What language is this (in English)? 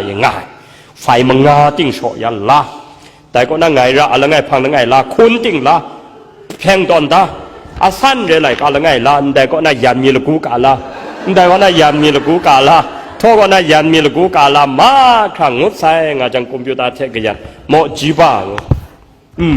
Kachin